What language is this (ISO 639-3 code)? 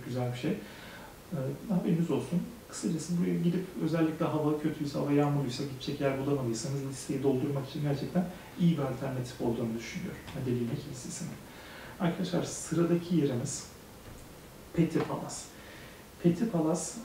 tur